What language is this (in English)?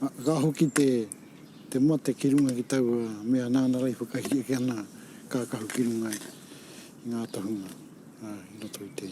Māori